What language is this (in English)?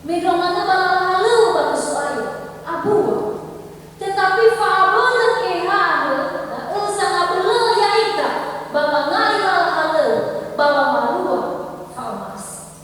Nias